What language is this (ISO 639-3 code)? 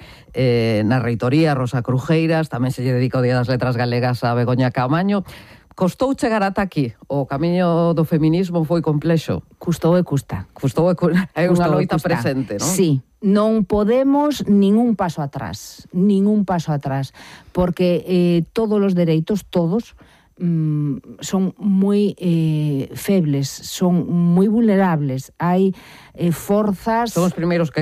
glg